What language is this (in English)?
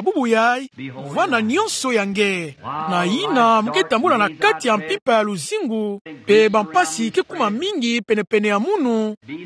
Kituba (Democratic Republic of Congo)